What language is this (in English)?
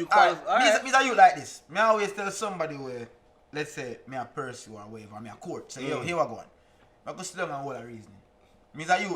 Jamaican Creole English